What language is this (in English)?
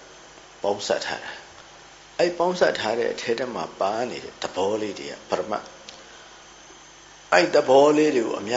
Burmese